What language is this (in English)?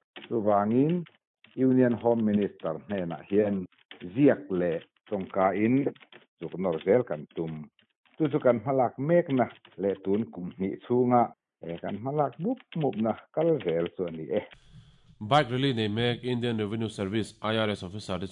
Mizo